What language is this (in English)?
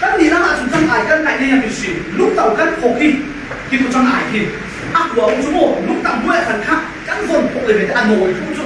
Falam Chin